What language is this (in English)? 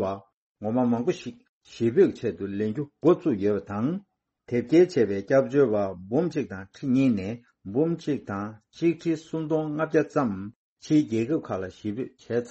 Tibetan